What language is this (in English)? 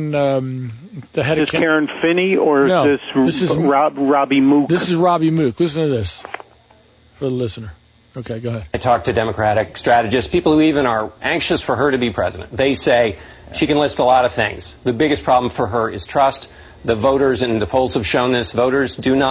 English